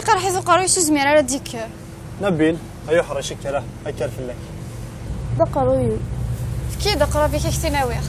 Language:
Kabyle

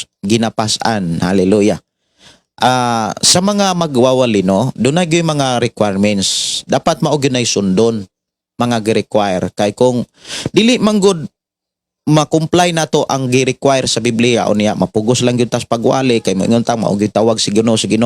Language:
Cebuano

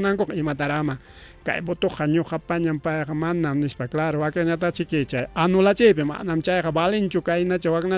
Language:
Ayacucho Quechua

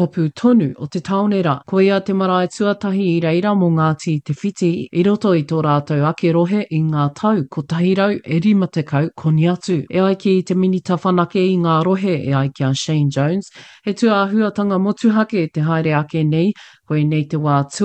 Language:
Māori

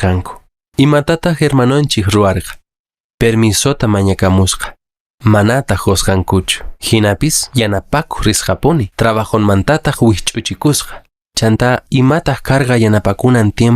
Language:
Quechua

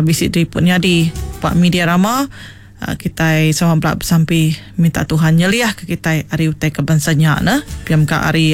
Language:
Iban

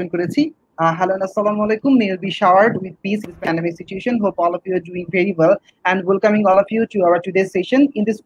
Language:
Bangla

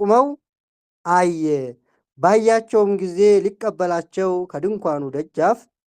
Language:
Amharic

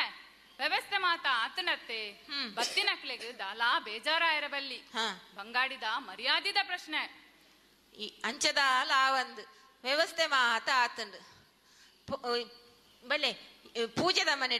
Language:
Tulu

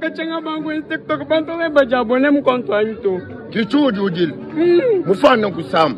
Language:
Luba-Lulua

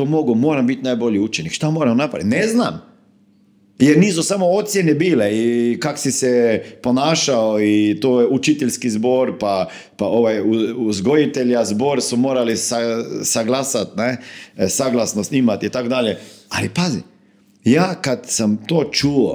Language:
Croatian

